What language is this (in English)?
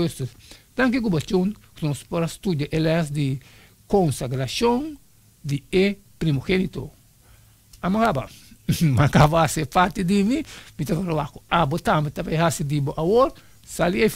Papiamento